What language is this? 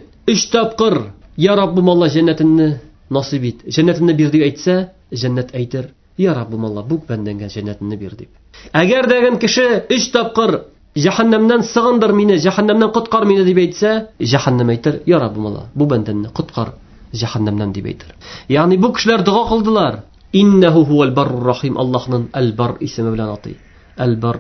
Tatar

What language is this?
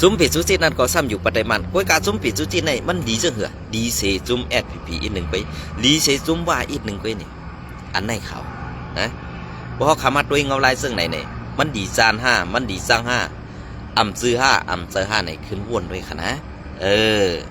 Shan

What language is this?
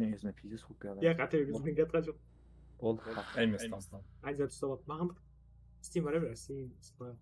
Kara-Kalpak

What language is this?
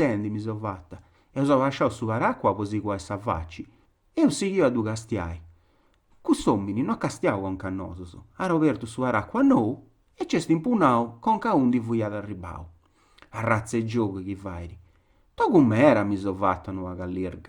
Sardinian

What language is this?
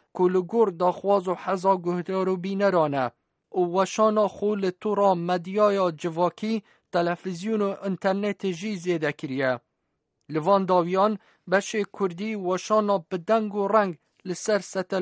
Kurdish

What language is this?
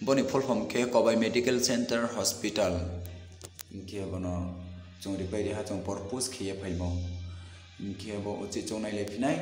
Riang (India)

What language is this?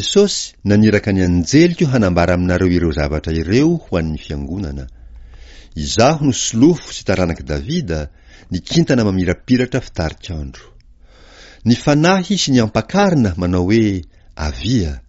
Malagasy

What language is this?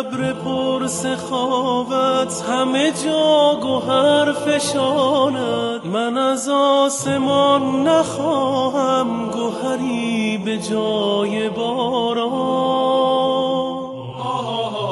Persian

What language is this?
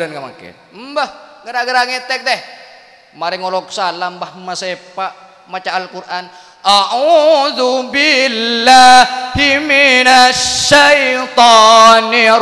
Madurese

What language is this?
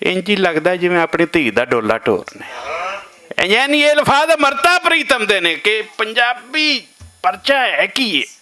Western Panjabi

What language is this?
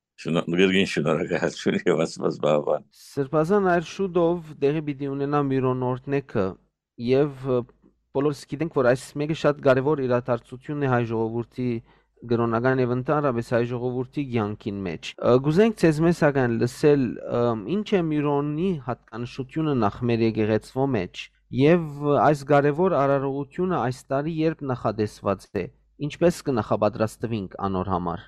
Western Armenian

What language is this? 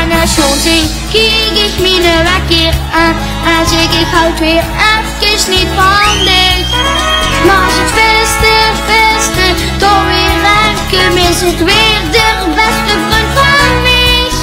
Limburgish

